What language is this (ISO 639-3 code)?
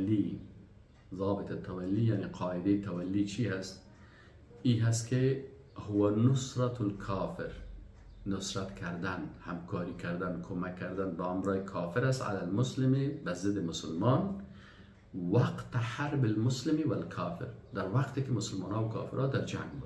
fas